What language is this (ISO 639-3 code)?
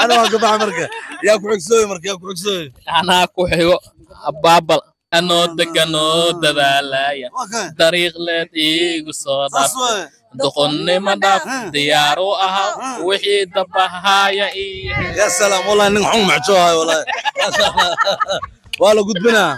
som